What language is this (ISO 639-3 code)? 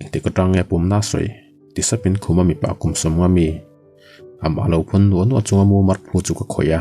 lus